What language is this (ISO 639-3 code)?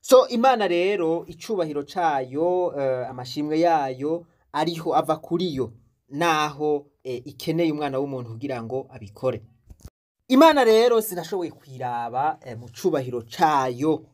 run